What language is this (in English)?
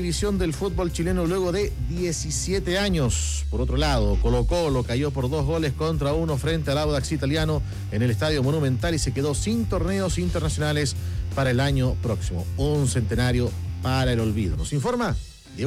Spanish